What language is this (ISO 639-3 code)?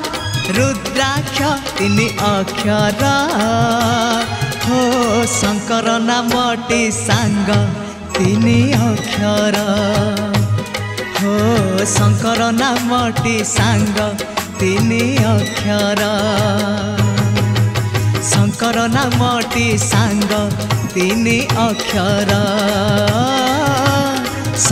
ori